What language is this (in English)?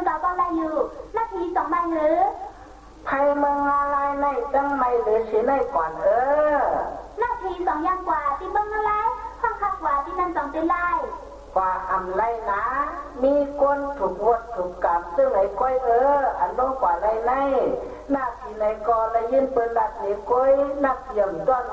Shan